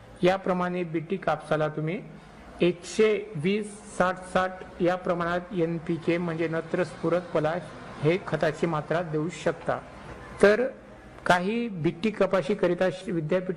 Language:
Marathi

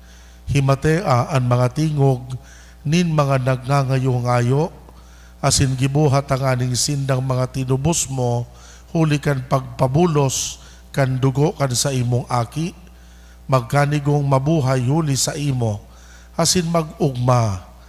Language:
Bikol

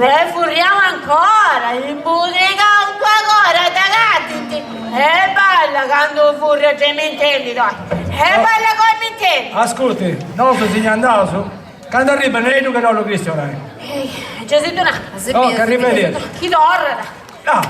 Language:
Sardinian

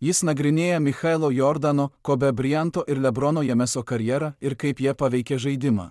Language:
Lithuanian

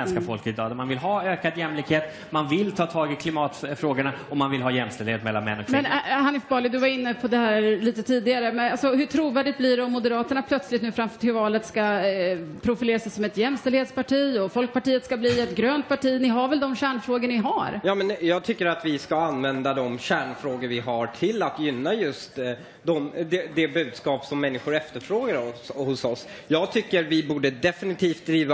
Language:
Swedish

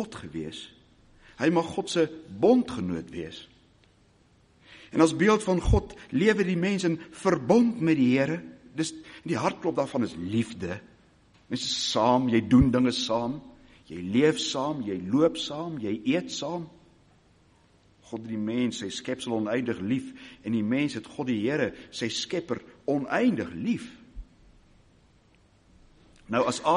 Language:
Afrikaans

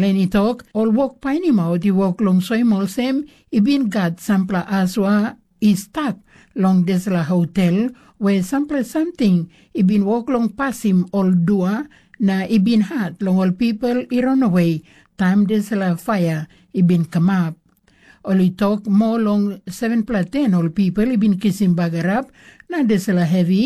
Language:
Tok Pisin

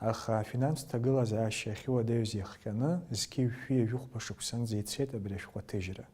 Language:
Abkhazian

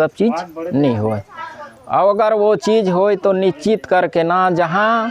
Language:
Chhattisgarhi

